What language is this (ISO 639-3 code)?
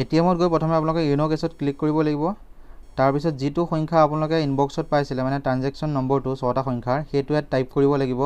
asm